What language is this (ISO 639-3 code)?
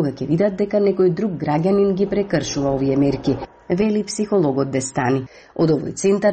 mkd